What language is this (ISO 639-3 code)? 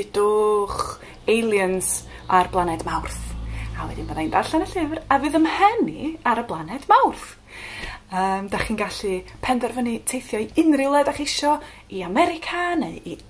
cym